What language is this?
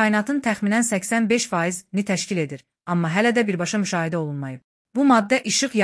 Azerbaijani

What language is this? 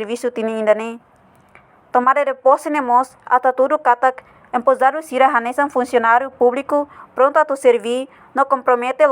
Tetum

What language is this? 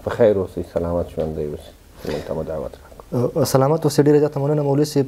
Pashto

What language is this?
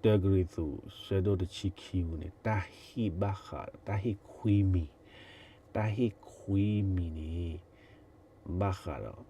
S'gaw Karen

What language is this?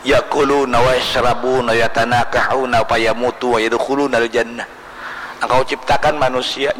Banjar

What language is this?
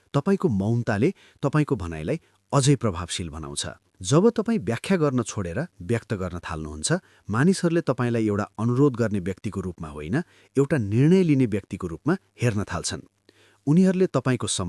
Nepali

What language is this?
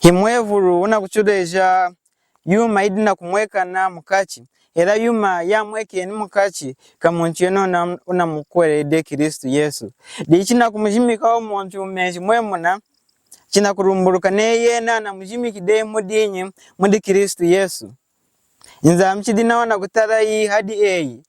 Lunda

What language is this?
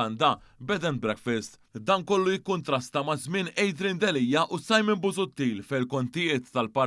Maltese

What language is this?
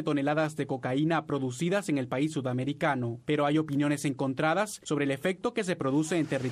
Spanish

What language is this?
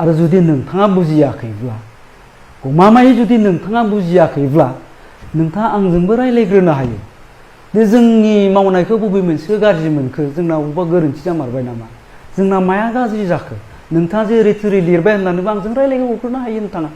Bodo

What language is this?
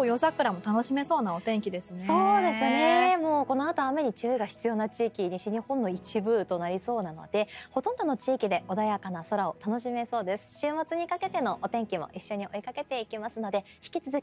Japanese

